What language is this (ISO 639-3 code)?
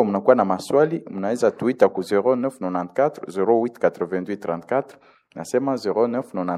swa